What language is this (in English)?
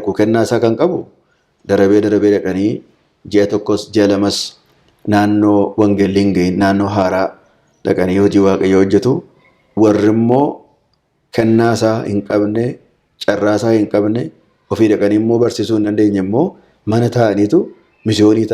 Oromo